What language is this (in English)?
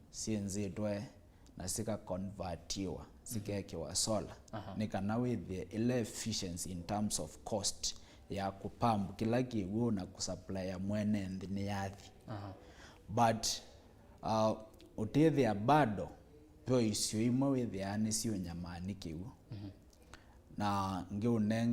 Kamba